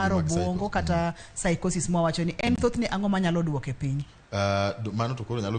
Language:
Luo (Kenya and Tanzania)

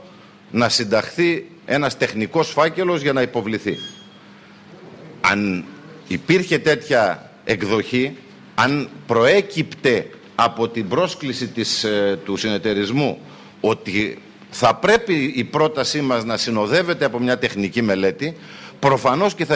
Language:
Greek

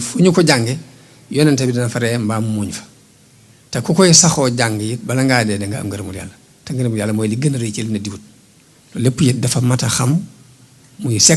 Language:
Wolof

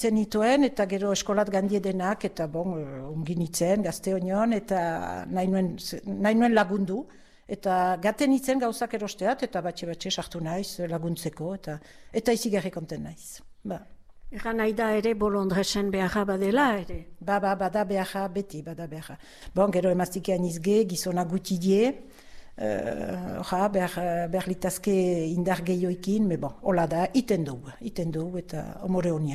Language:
Basque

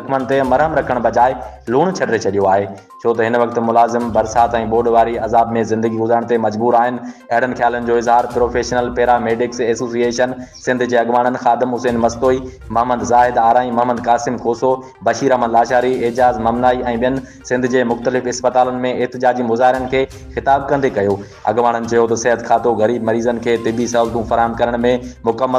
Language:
Sindhi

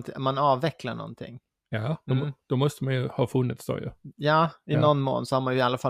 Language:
Swedish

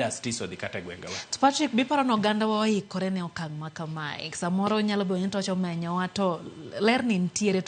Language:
Luo (Kenya and Tanzania)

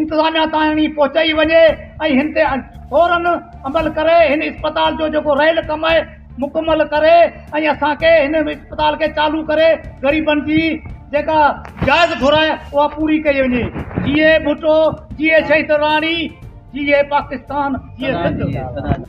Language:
Sindhi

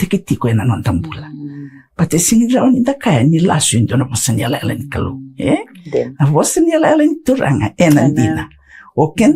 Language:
Fijian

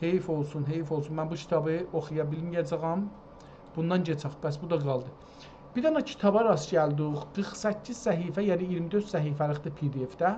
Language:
South Azerbaijani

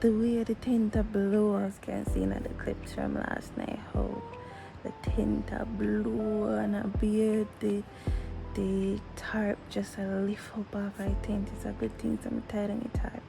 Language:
Jamaican Creole English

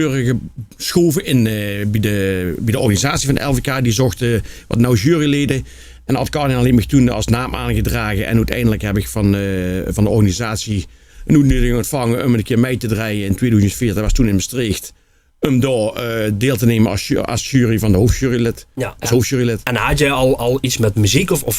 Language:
Limburgish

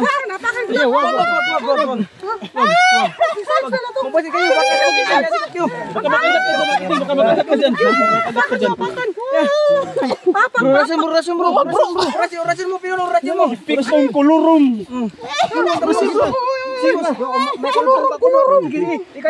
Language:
Filipino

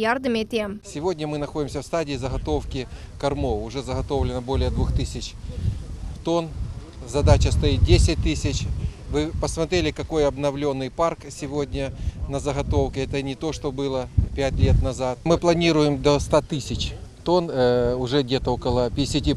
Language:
Crimean Tatar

